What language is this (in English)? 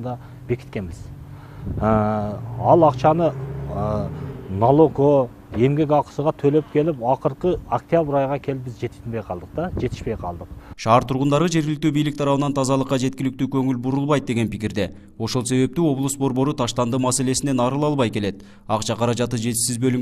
Kyrgyz